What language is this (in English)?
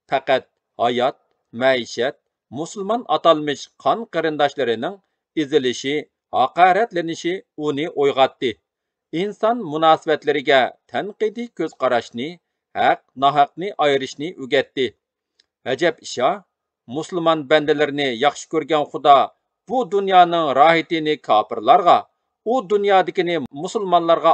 Uyghur